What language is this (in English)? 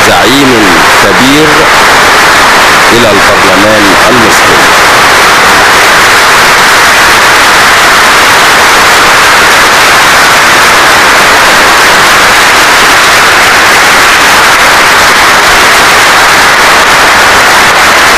Arabic